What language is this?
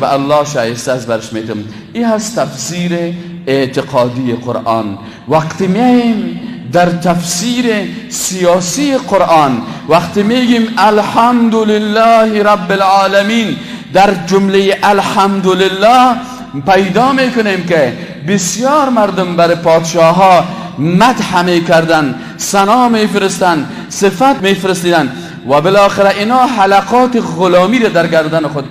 Persian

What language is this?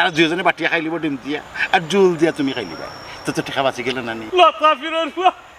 Sylheti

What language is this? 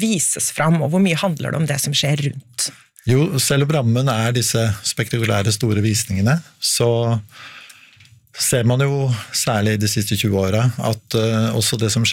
Norwegian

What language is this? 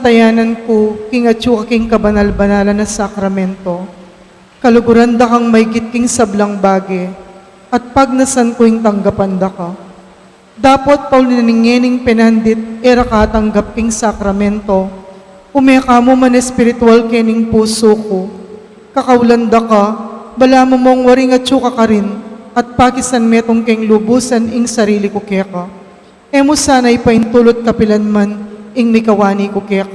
Pampanga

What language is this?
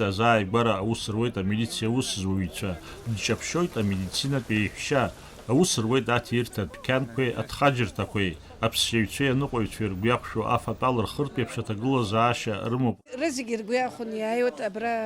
Abkhazian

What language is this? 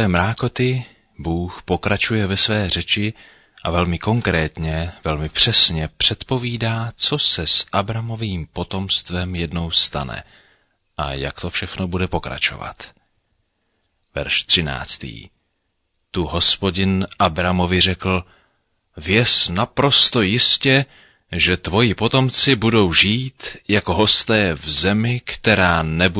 Czech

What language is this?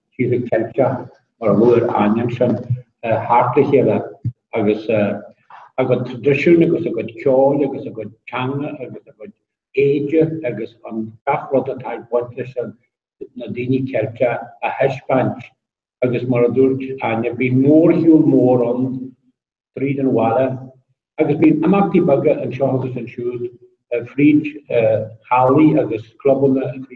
Irish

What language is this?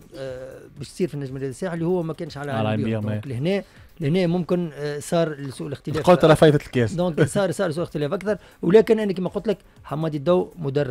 Tunisian Arabic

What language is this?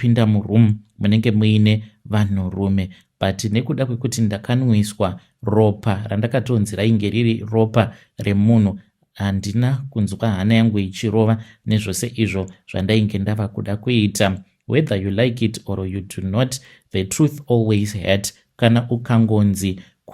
Shona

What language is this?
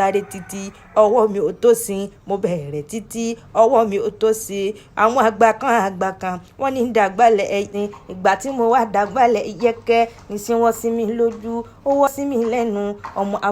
Yoruba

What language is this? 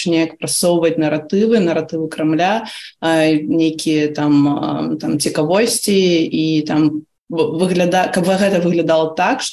Belarusian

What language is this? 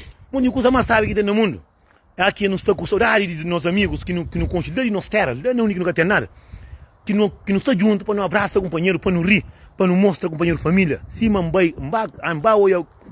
Kabuverdianu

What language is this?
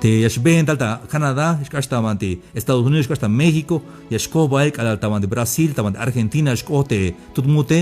Tzeltal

